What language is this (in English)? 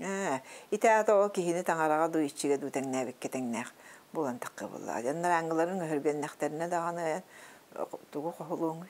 Yakut